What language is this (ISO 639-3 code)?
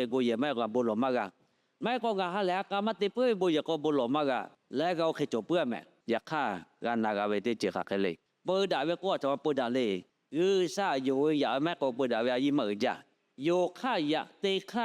lhu